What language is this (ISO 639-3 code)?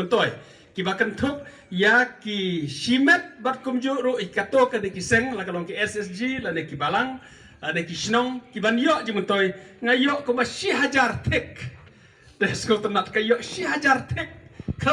kha